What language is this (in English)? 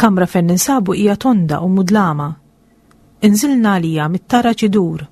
Maltese